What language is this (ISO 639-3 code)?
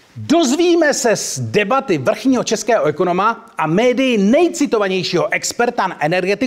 ces